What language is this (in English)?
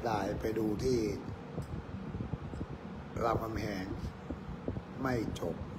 Thai